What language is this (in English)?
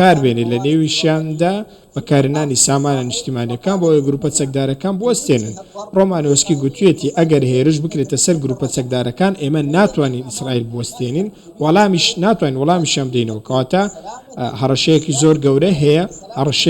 Central Kurdish